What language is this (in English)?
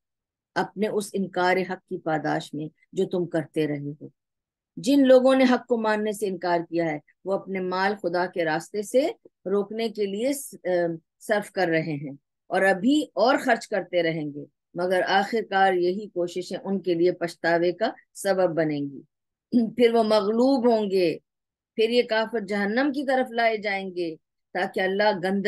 Urdu